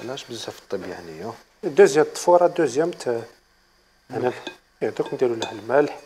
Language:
Algerian Arabic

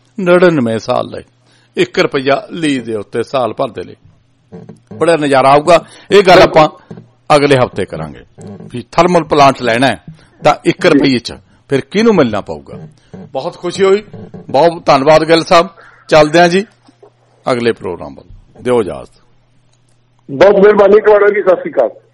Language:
Punjabi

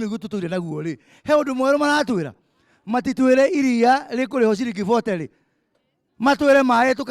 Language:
Kikuyu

